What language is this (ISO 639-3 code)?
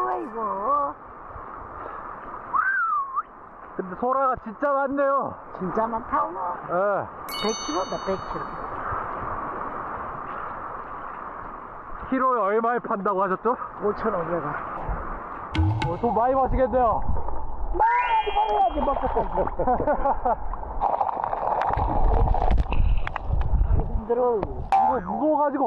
kor